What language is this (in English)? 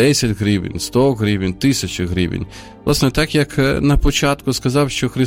Ukrainian